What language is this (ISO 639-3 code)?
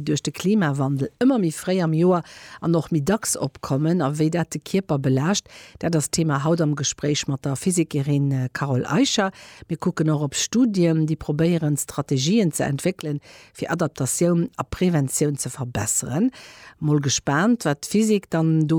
ltz